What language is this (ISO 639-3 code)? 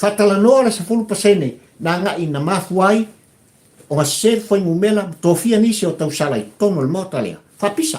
smo